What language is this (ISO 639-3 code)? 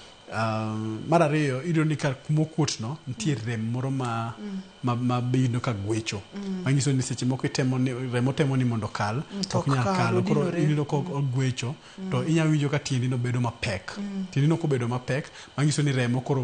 luo